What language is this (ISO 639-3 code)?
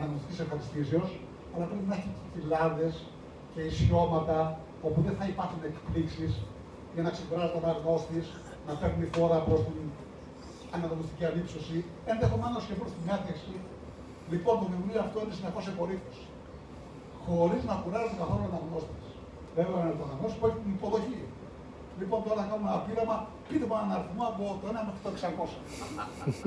ell